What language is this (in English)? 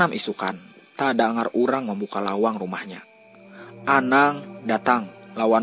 Banjar